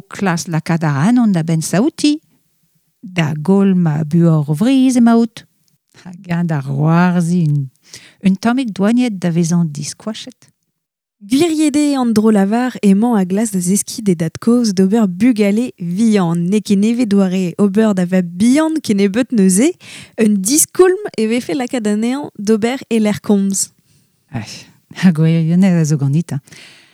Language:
Breton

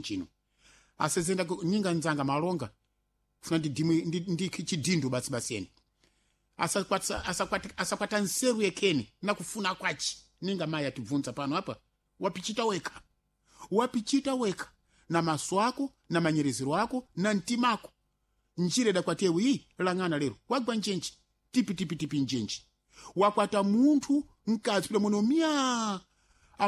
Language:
Sena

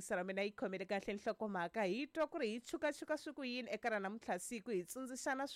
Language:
Tsonga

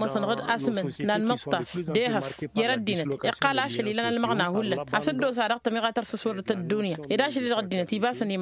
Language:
Tamasheq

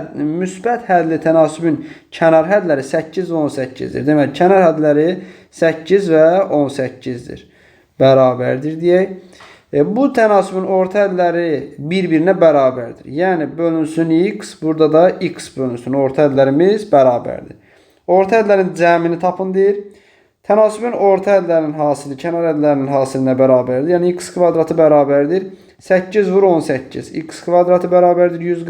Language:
Azerbaijani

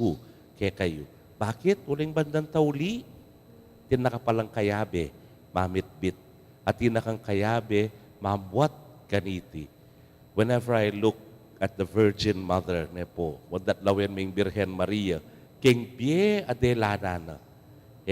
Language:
Pampanga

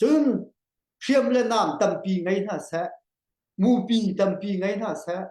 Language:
Hakha Chin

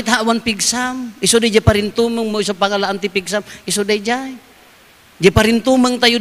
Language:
Iloko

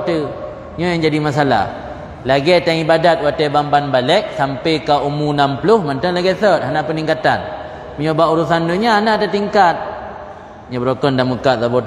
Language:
Achinese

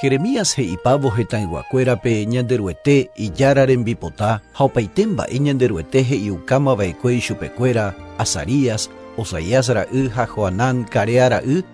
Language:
Guarani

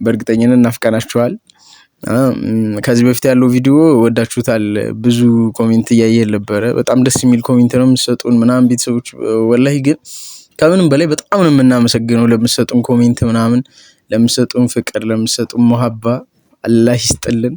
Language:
Amharic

